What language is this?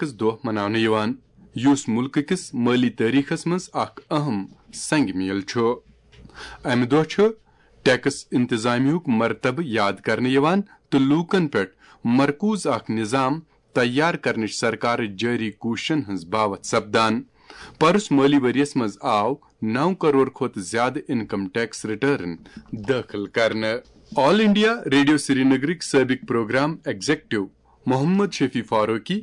Kashmiri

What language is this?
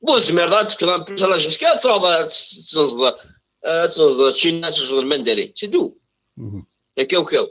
Kabyle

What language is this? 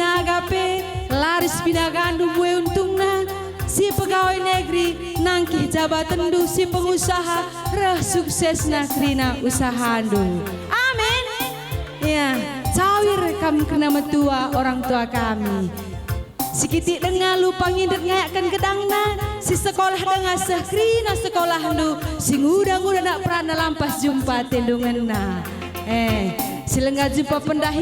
Batak Karo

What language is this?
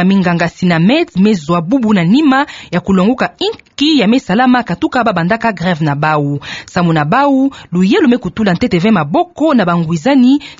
Kituba (Democratic Republic of Congo)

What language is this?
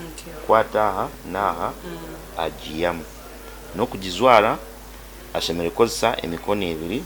Nyankole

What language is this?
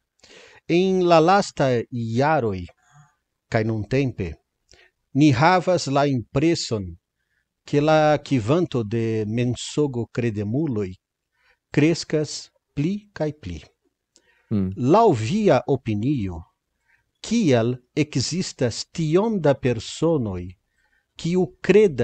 Esperanto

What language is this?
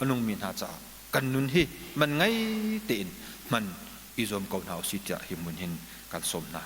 Hakha Chin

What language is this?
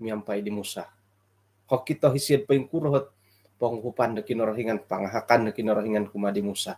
Central Dusun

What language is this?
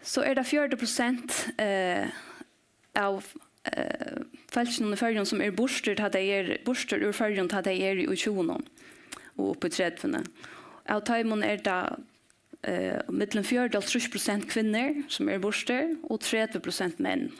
Faroese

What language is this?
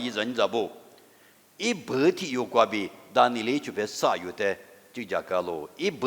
Lisu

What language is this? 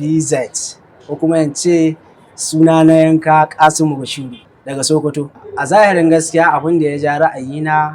Hausa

